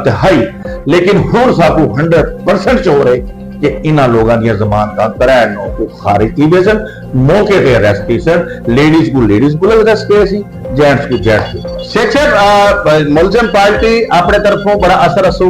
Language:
Saraiki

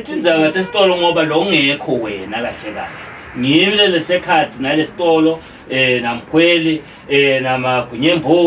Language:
Zulu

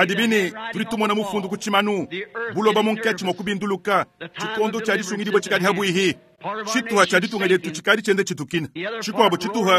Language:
Luba-Lulua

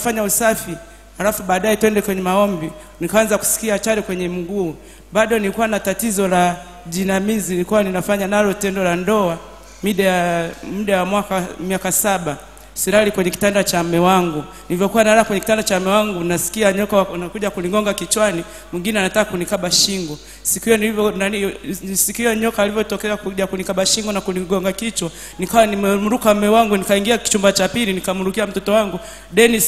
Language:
Swahili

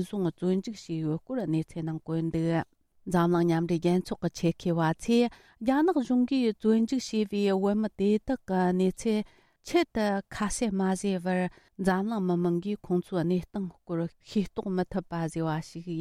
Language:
Tibetan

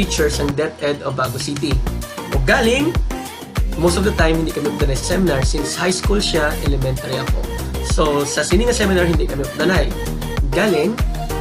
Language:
Hiligaynon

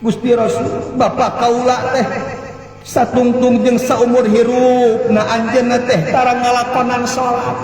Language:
Sundanese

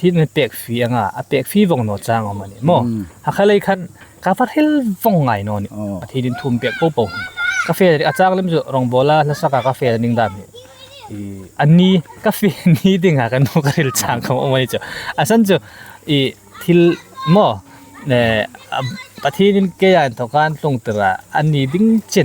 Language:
Hmar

